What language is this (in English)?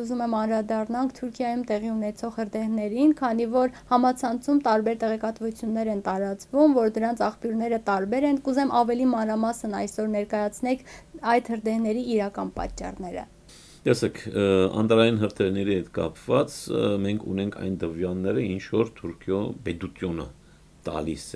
Armenian